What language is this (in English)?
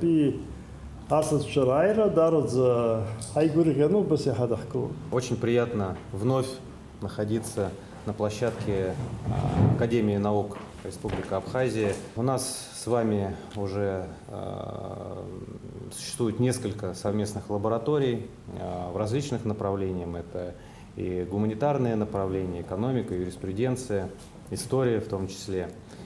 Abkhazian